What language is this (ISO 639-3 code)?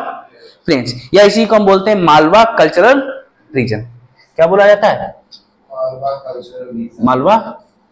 hin